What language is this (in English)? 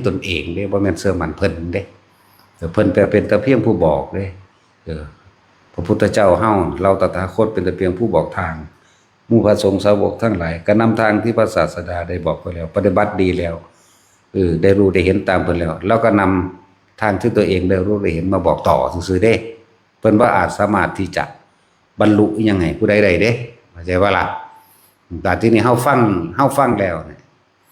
Northeastern Thai